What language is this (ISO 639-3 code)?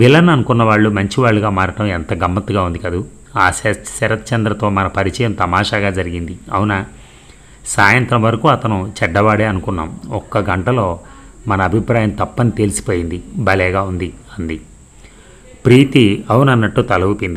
tel